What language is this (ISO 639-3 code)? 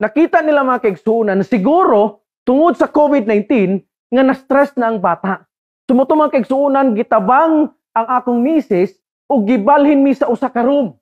ceb